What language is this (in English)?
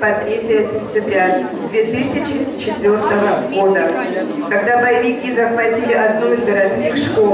Russian